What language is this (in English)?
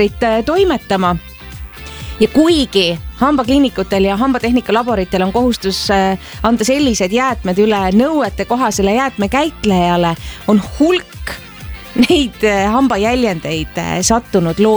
Estonian